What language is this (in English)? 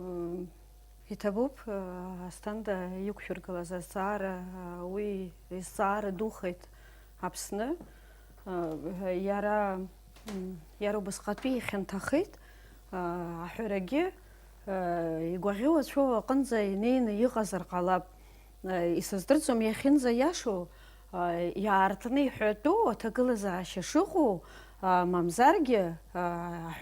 Abkhazian